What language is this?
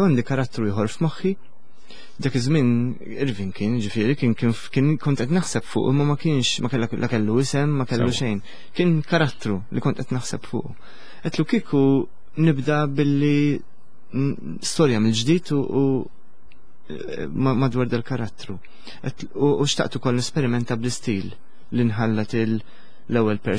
Maltese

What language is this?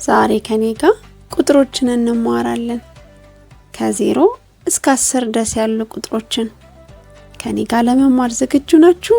Amharic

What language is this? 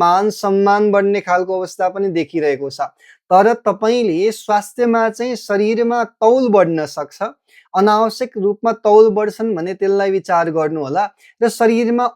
Nepali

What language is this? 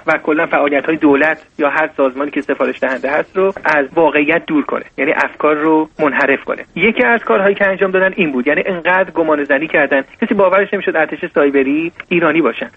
Persian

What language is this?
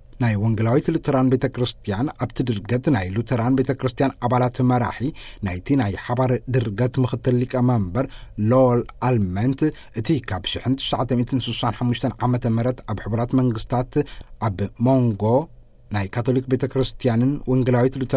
Tigrinya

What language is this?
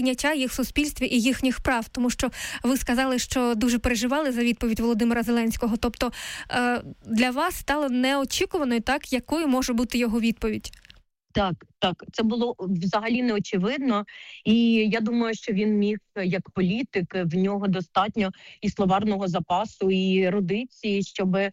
Ukrainian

